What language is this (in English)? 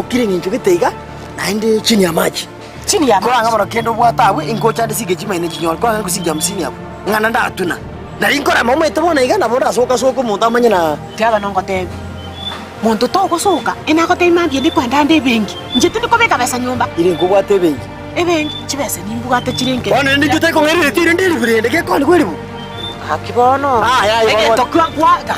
Gusii